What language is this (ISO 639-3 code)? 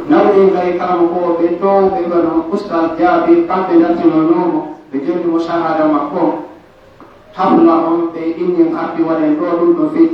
fuf